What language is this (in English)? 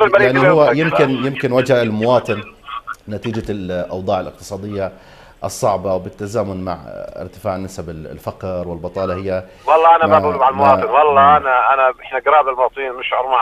South Levantine Arabic